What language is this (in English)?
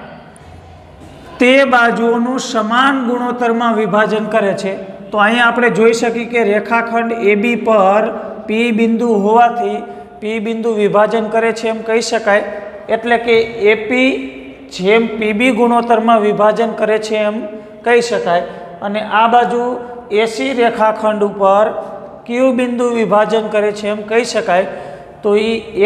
Gujarati